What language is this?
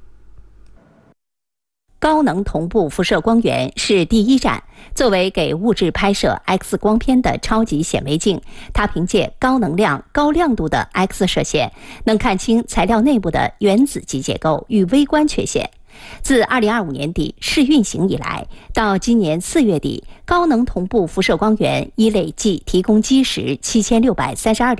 Chinese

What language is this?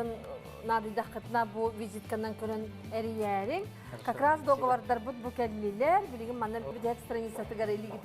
Yakut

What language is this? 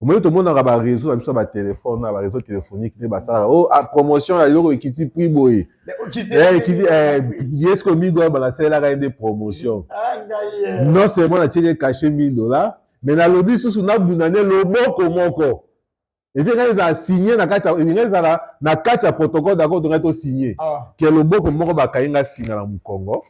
Lingala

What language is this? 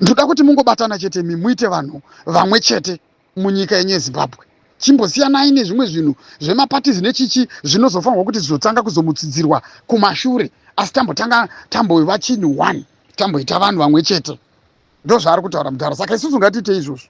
Shona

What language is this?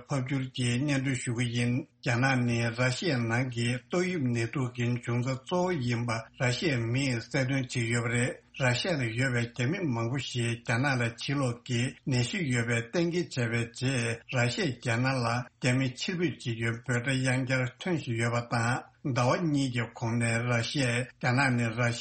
Tibetan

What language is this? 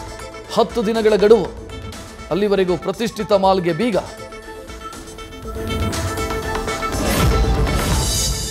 Kannada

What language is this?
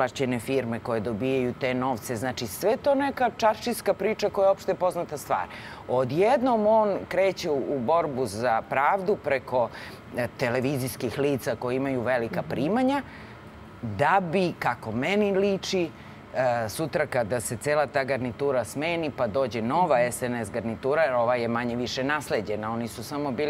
Serbian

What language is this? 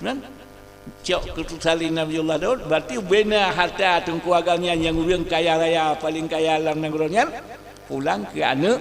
Achinese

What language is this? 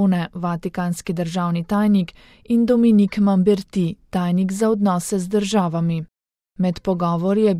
Slovenian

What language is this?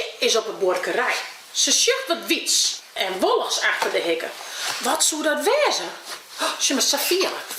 Western Frisian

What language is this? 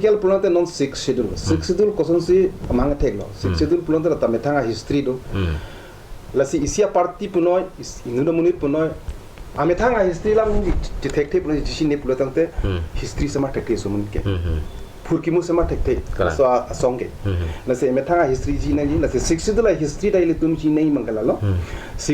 Karbi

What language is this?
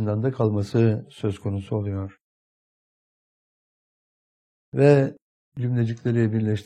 Turkish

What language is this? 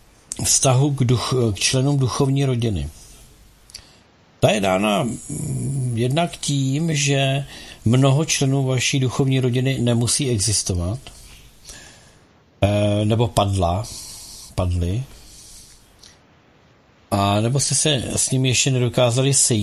Czech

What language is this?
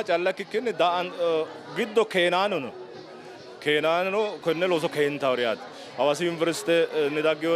Sidamo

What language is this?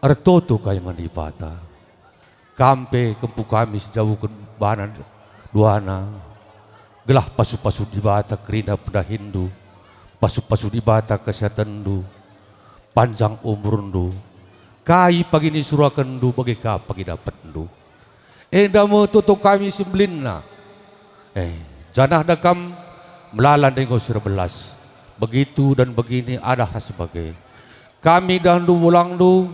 Batak Karo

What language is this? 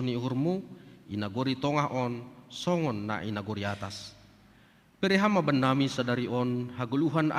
Batak Simalungun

